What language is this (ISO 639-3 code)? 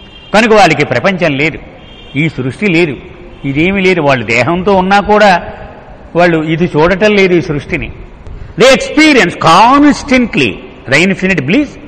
tel